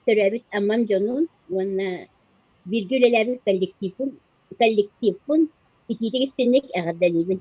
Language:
Yakut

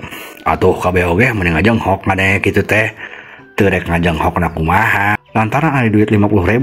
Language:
Sundanese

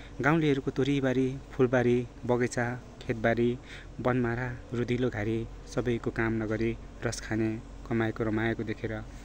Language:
Nepali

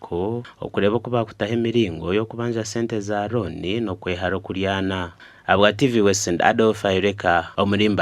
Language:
Nyankole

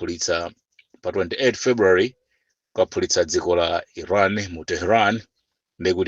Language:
Nyanja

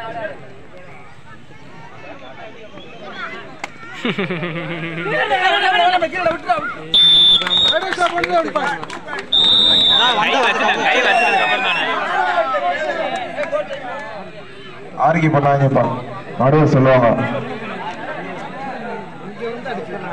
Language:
Tamil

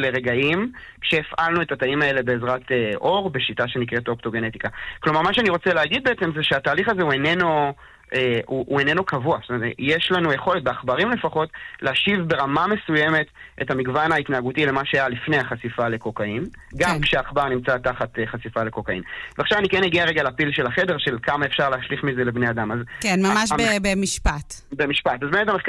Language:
Hebrew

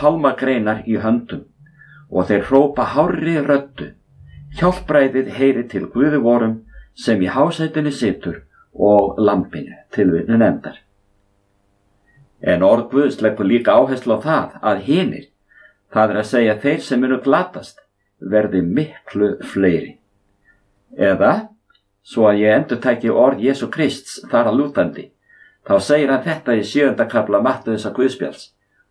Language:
Icelandic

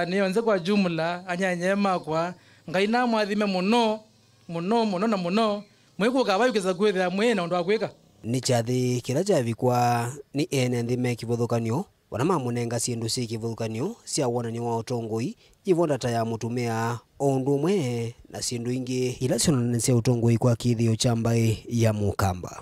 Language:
Kamba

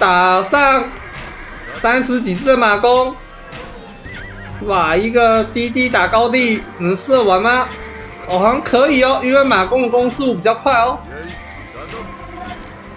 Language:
Chinese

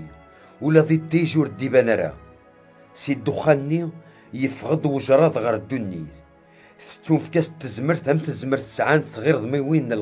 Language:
Kabyle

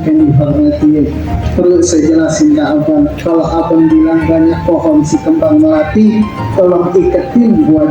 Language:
Betawi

